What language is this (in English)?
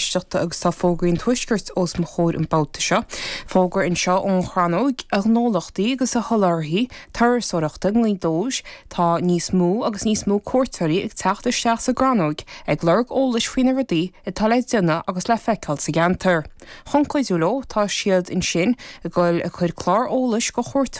Irish